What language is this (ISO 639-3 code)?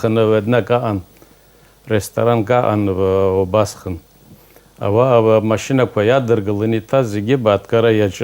abk